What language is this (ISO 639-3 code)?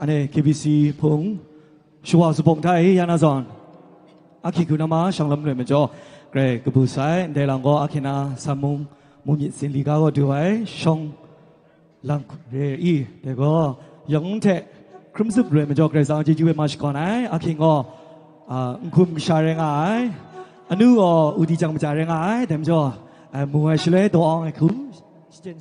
kac